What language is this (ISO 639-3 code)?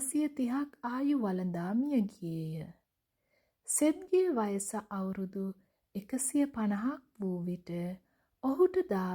sin